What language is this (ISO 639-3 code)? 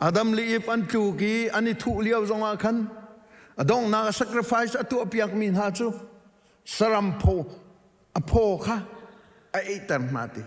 cnh